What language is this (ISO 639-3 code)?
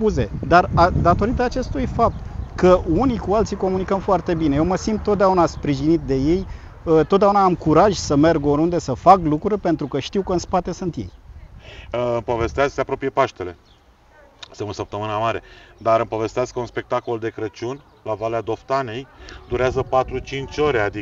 ron